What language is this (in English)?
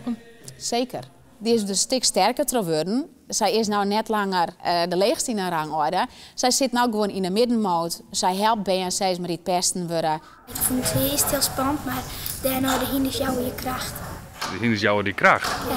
Western Frisian